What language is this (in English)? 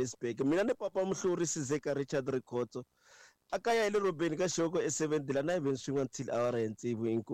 Tsonga